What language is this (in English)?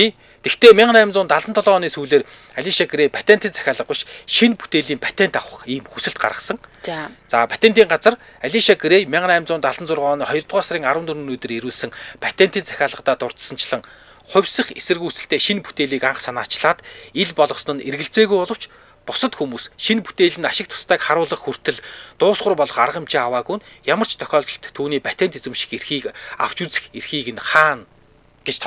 Mongolian